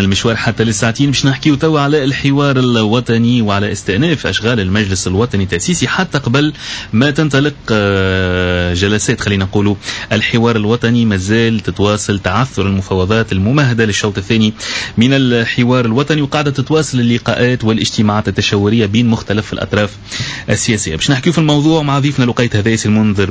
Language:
Tunisian Arabic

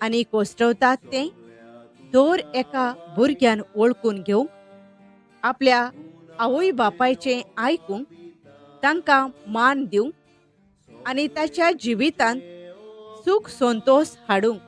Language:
Konkani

